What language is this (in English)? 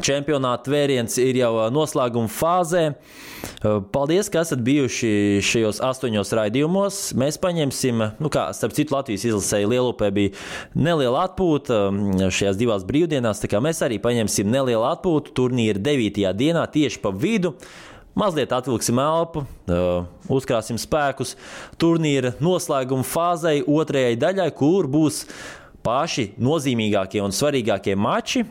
Latvian